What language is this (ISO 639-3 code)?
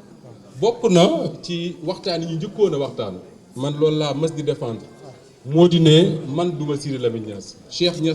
wol